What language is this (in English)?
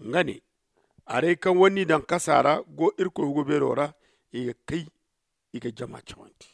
Zarma